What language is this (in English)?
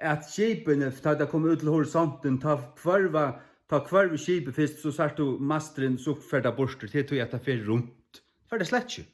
Faroese